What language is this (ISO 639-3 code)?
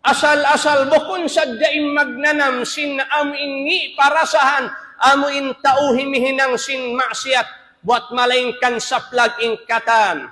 tsg